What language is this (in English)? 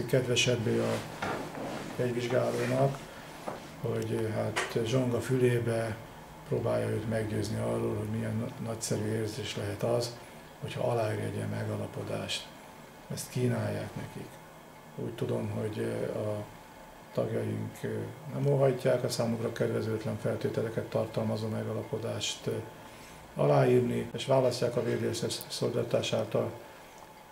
Hungarian